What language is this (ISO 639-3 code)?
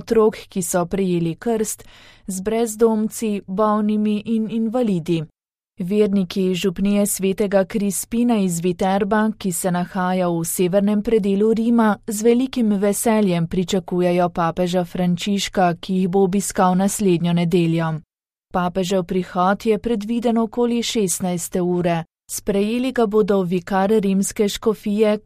slv